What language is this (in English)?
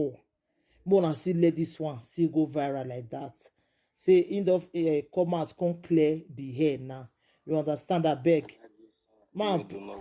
Nigerian Pidgin